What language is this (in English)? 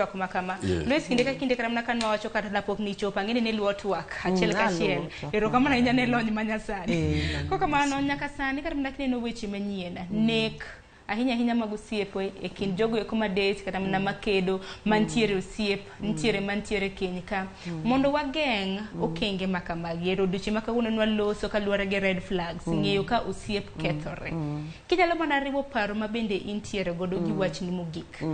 Luo (Kenya and Tanzania)